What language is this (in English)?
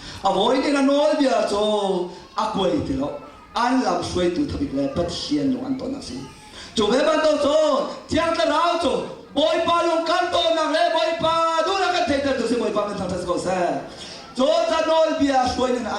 Hakha Chin